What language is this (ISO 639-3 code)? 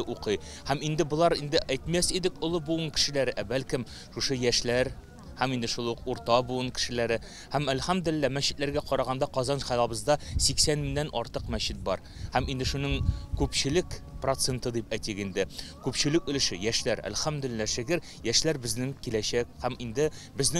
tat